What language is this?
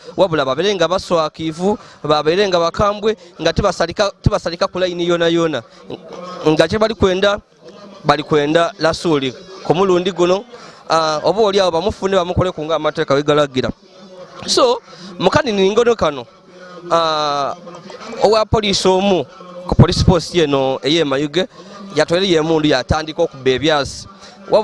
Ganda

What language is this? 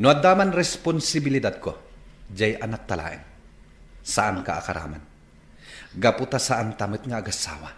Iloko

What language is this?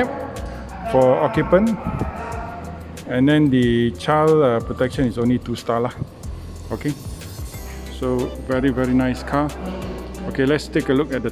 Malay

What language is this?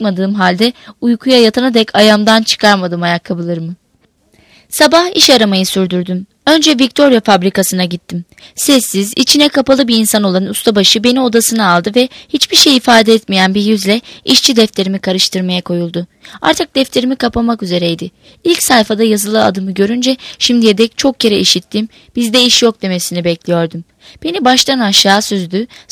Turkish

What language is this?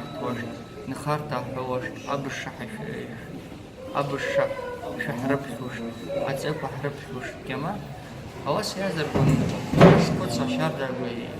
Abkhazian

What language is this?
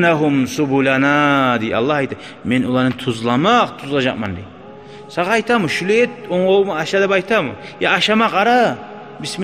Kumyk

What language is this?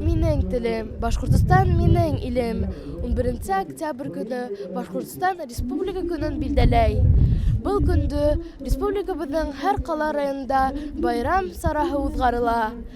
Bashkir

